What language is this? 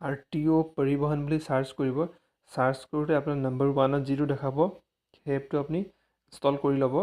Assamese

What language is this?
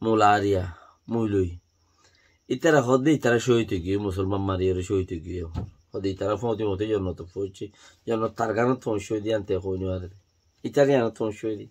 Rohingya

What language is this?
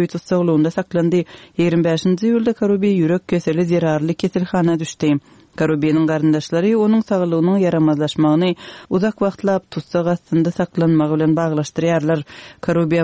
Kyrgyz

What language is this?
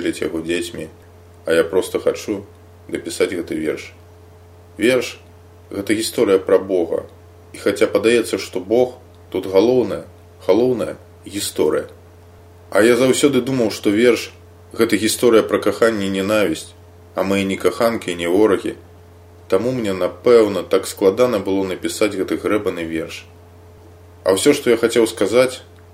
Belarusian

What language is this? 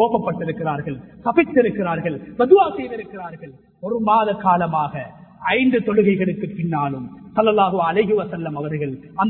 Tamil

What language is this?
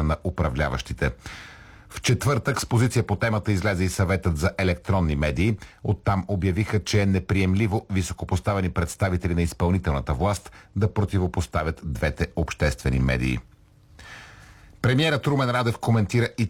Bulgarian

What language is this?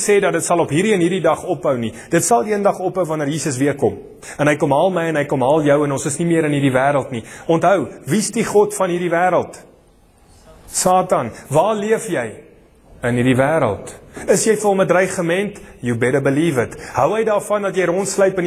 Afrikaans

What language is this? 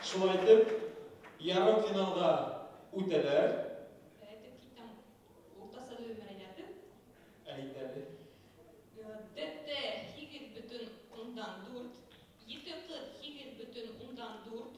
Bashkir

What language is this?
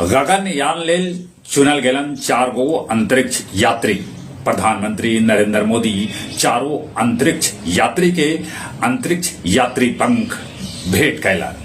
Magahi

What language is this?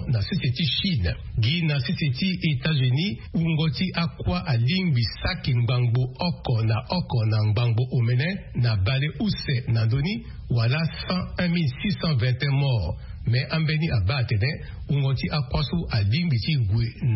Sango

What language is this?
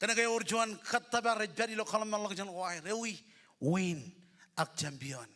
Marshallese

